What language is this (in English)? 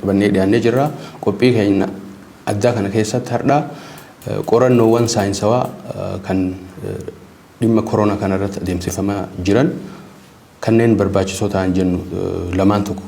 Oromo